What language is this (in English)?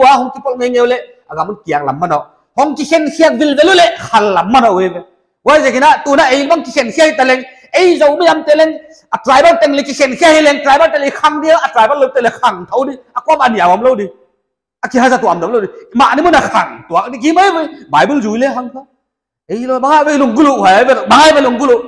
Paite Chin